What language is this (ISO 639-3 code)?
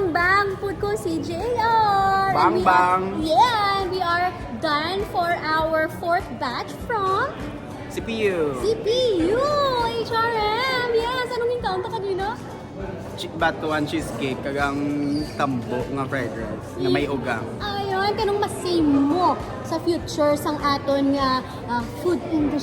hil